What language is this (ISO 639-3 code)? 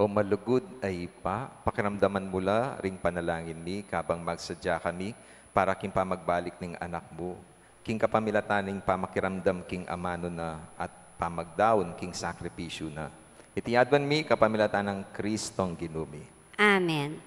pam